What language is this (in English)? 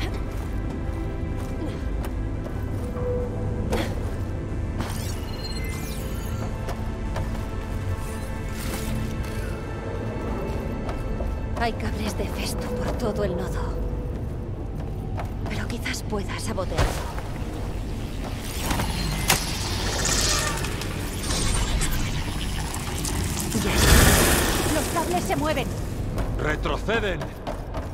Spanish